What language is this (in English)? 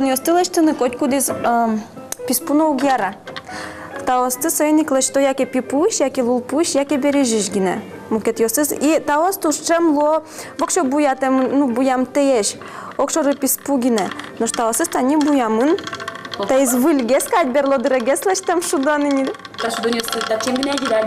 Udmurt